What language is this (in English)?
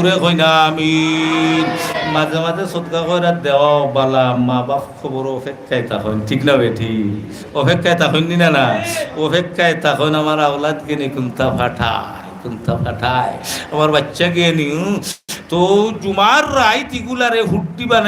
Sylheti